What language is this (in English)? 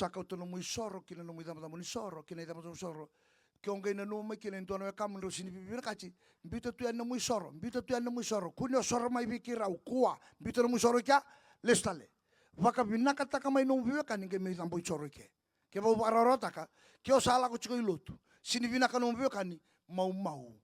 Fijian